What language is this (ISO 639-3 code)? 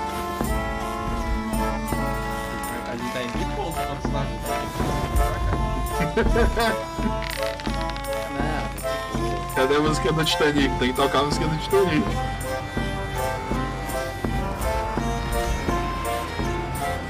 por